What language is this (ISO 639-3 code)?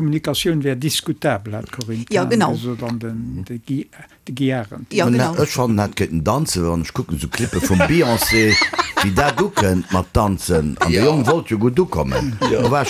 ltz